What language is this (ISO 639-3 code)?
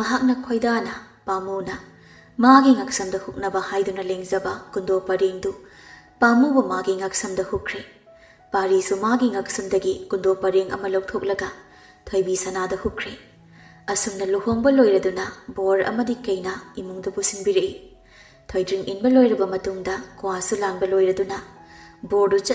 mni